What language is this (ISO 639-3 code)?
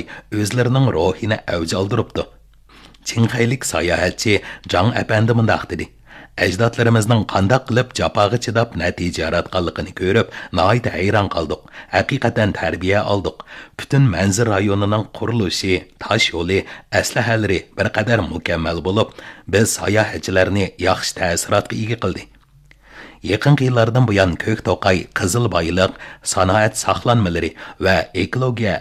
uig